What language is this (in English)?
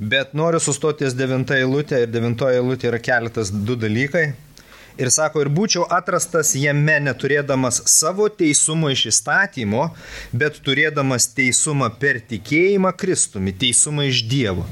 Lithuanian